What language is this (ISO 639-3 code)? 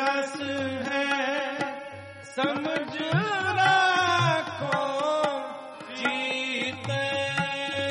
hin